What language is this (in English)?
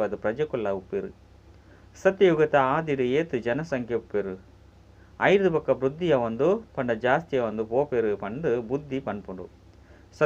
Tulu